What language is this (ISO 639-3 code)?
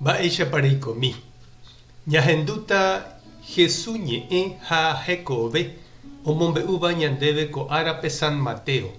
grn